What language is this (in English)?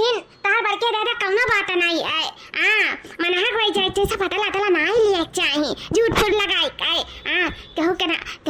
Awadhi